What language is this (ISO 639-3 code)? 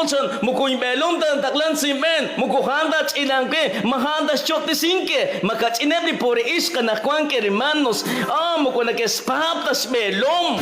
kek